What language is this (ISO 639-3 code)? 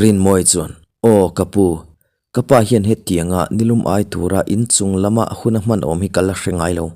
lus